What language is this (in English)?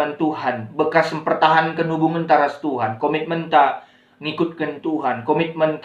Batak Karo